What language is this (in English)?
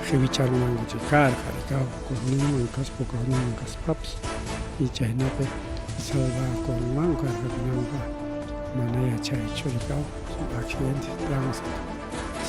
Ayacucho Quechua